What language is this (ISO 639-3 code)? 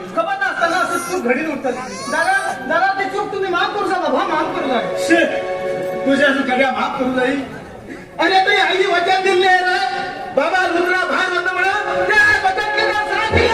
kok